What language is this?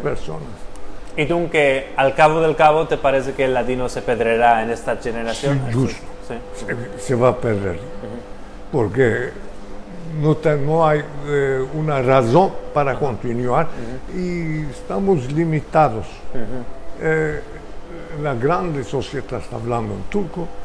Ladino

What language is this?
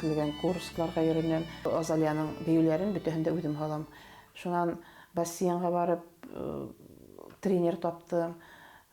Bashkir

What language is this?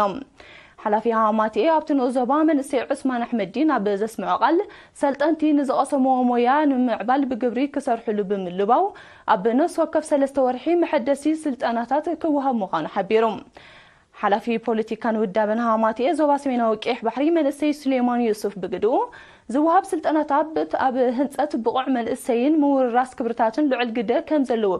Tigrinya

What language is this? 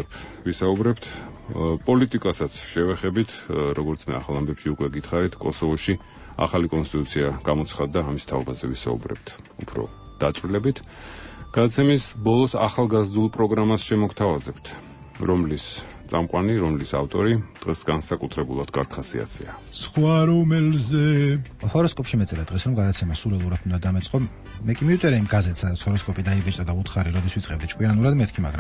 Georgian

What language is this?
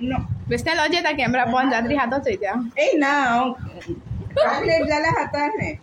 Konkani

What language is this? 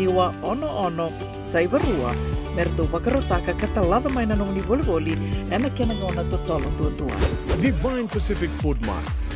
Fijian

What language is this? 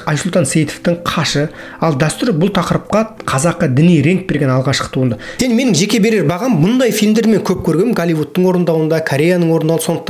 Kazakh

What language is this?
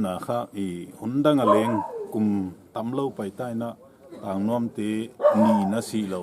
Paite Chin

